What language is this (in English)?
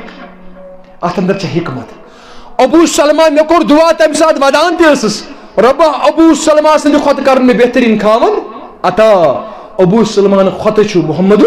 Kashmiri